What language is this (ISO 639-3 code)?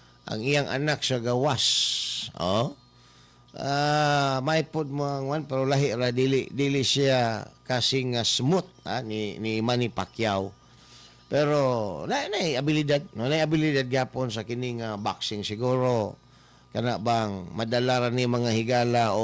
ceb